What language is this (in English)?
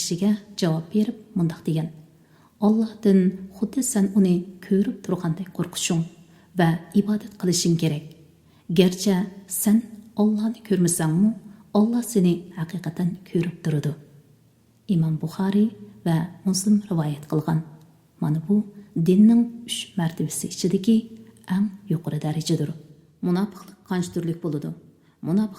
Uyghur